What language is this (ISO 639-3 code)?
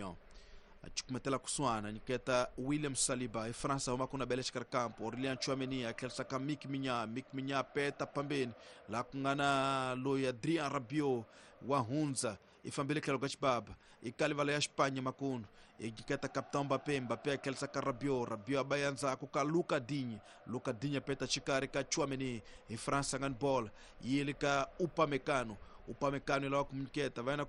tso